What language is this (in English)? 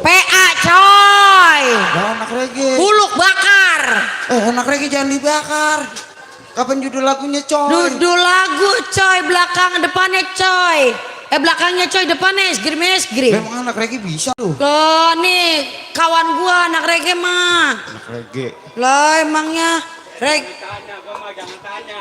Betawi